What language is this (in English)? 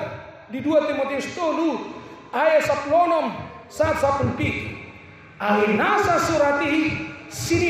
Batak Toba